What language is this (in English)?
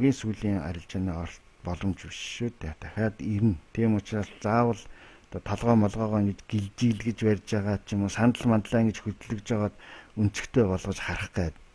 Mongolian